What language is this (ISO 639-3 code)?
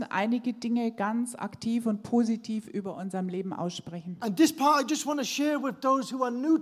deu